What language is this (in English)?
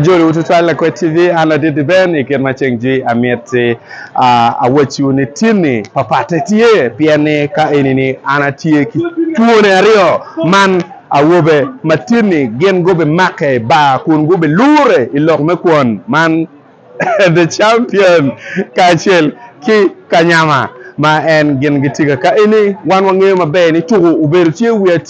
Acoli